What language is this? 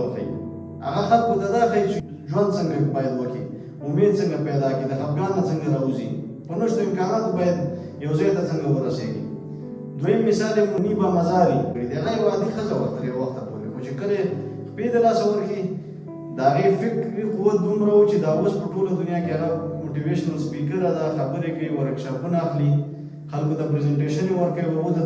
Pashto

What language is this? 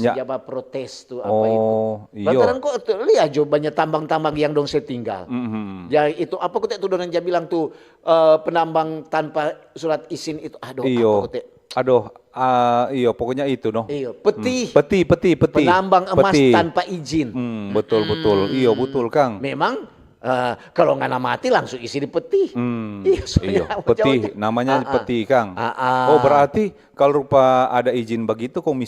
Manado Malay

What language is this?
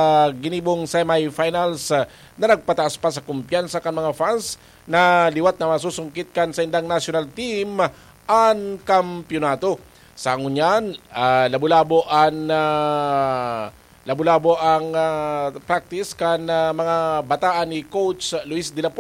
Bikol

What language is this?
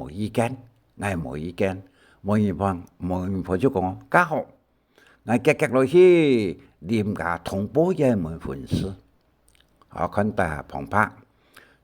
Hakka Chinese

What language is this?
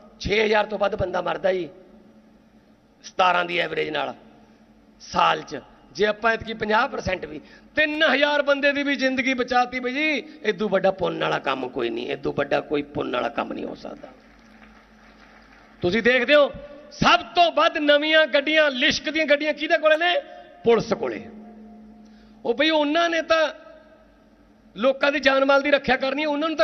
Punjabi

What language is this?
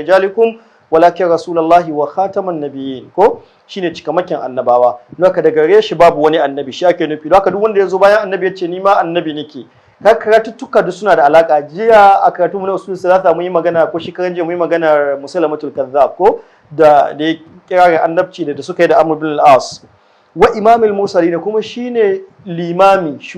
Hausa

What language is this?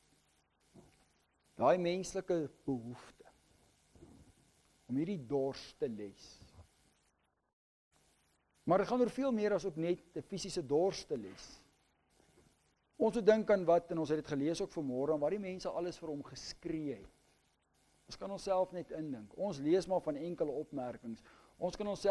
Afrikaans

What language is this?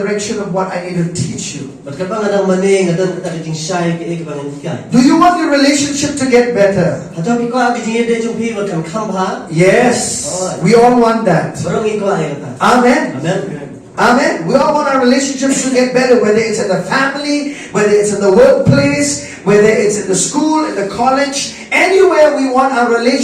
Khasi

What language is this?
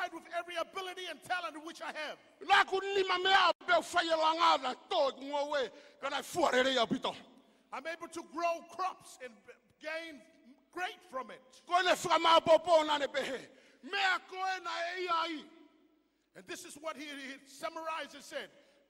Tongan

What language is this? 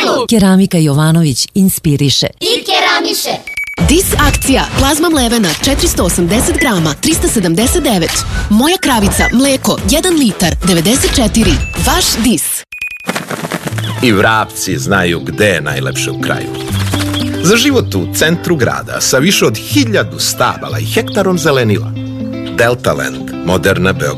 Serbian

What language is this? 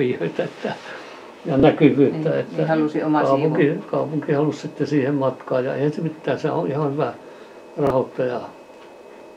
Finnish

